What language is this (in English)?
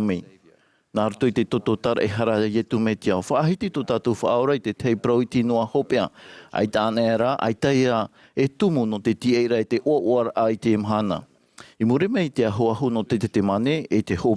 Tahitian